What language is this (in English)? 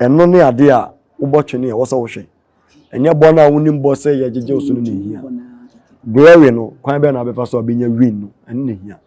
Akan